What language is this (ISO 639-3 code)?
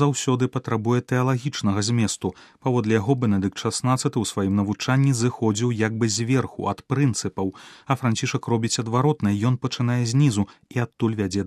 bel